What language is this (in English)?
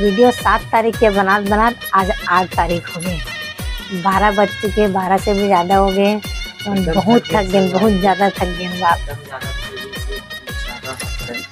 Chhattisgarhi